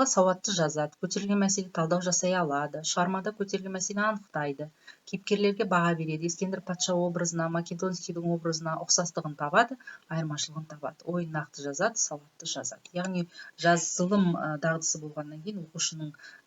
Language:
Kazakh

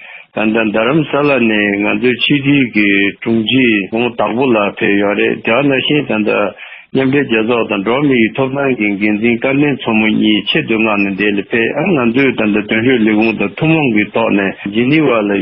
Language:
Tibetan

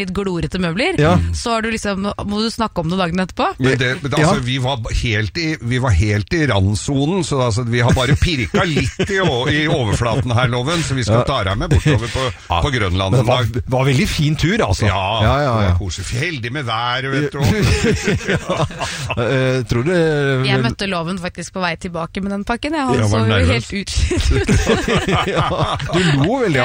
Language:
Norwegian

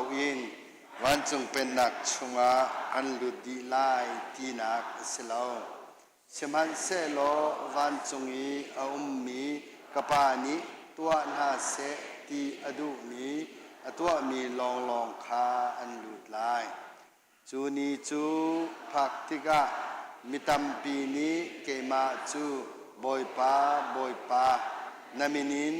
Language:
Hakha Chin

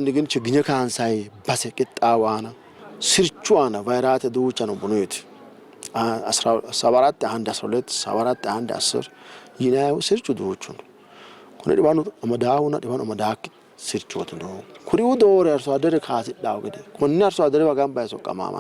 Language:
Sidamo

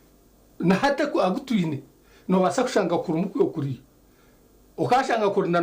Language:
Nyankole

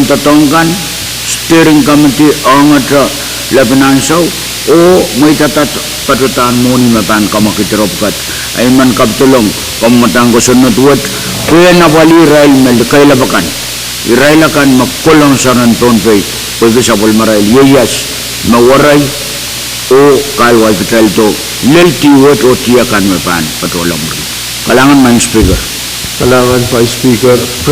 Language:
Pohnpeian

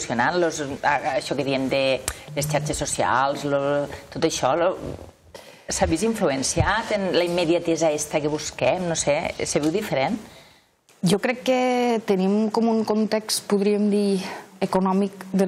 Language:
Catalan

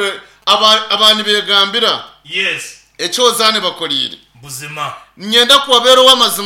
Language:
Nyankole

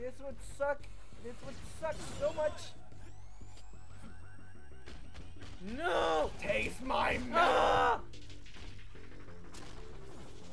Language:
English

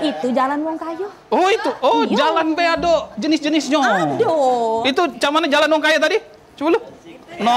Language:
Musi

